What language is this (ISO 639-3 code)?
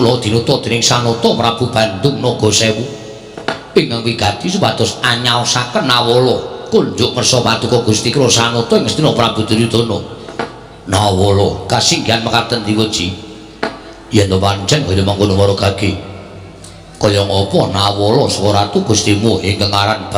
jav